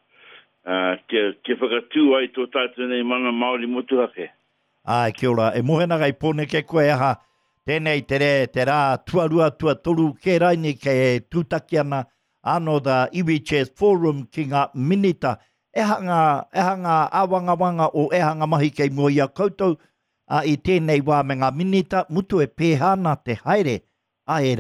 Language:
Māori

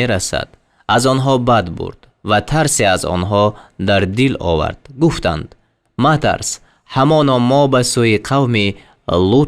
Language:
Tajik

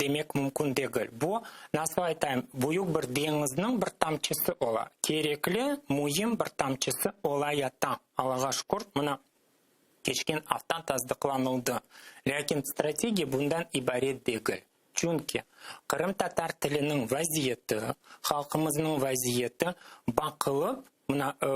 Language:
Crimean Tatar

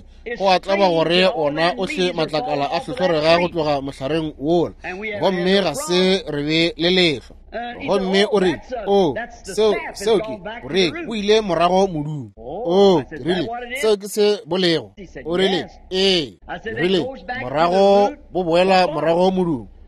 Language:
Northern Sotho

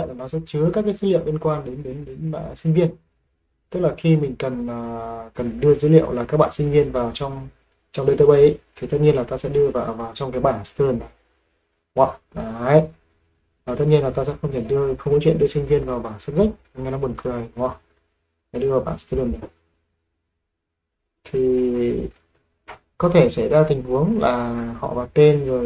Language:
Vietnamese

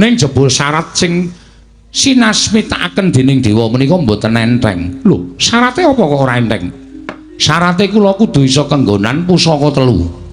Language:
Javanese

